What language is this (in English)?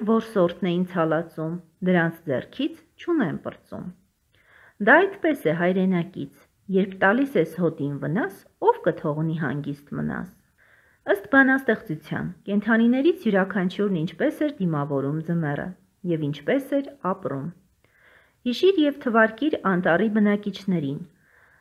Armenian